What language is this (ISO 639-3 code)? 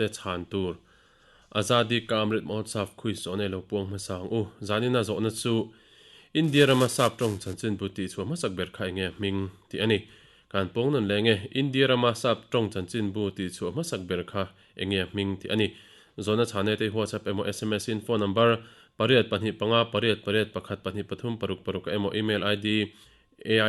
lus